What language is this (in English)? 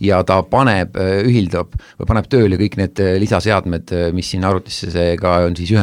Estonian